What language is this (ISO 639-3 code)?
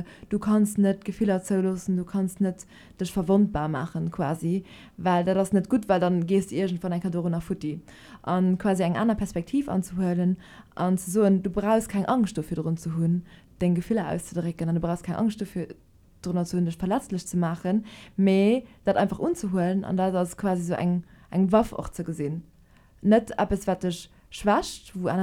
ltz